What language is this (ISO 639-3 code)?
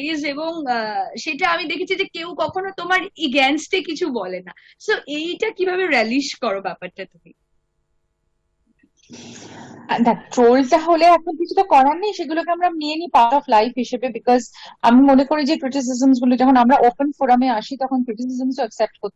ben